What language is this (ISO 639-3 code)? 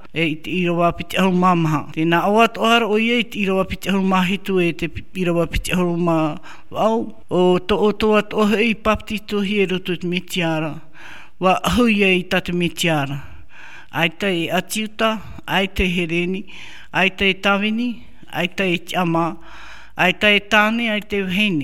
tah